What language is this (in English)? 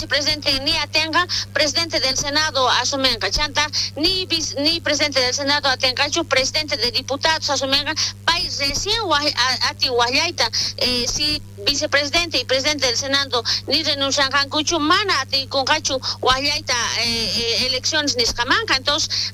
South Bolivian Quechua